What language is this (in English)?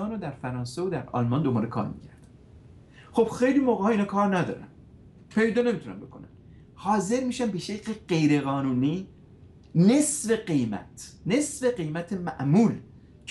Persian